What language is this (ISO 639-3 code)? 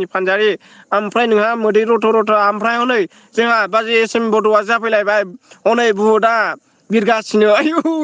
brx